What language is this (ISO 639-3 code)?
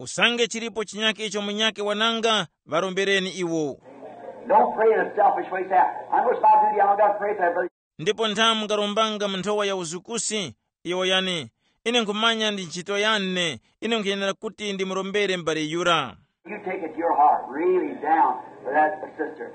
tum